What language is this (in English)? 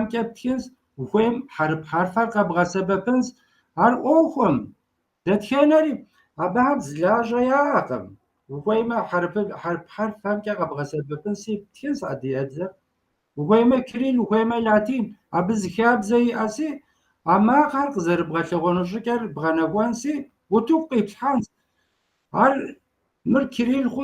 Kabardian